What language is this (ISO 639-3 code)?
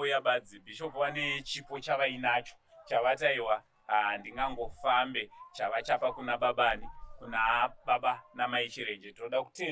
sna